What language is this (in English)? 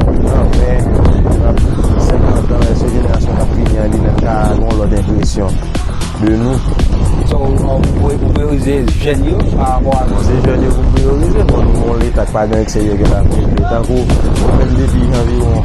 Haitian Creole